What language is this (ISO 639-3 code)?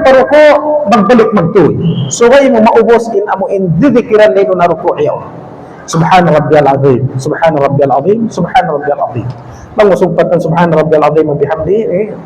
tsg